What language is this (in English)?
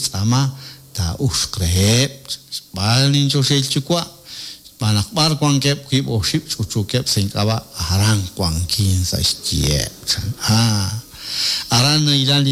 Kekchí